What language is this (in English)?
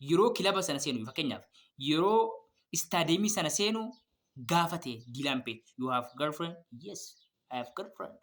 Oromo